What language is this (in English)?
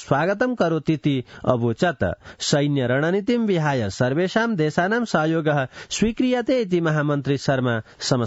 Sanskrit